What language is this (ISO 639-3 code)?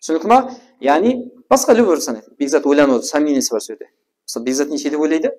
kaa